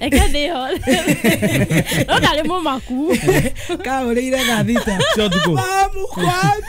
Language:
Kikuyu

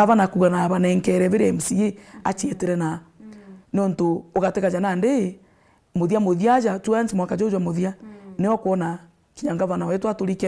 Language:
Meru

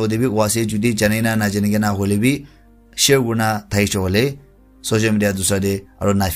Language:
Naga Pidgin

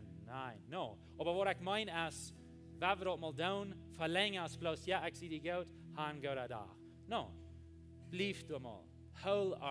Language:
Plautdietsch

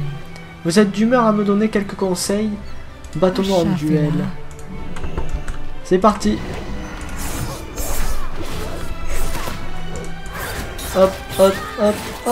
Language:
French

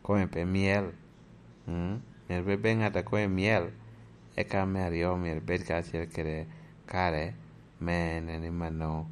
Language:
Lango (Uganda)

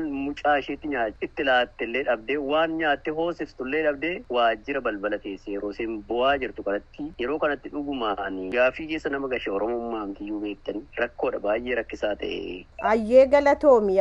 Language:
Oromo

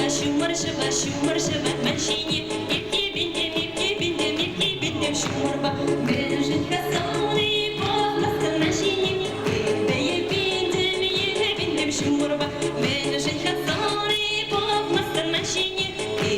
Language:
Chuvash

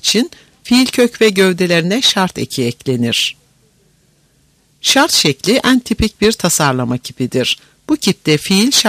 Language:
Turkish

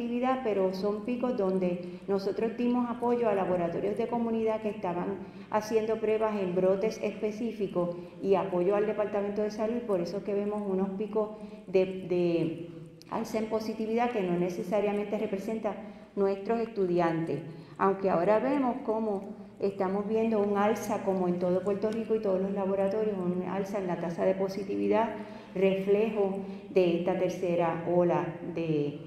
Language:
Spanish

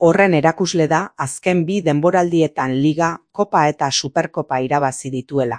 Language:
Basque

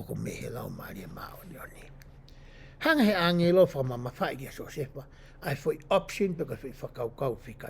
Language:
Tongan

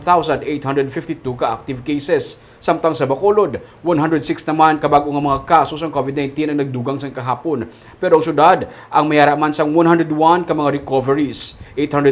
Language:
Hiligaynon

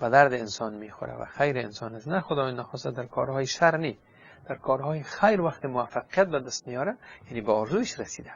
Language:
Persian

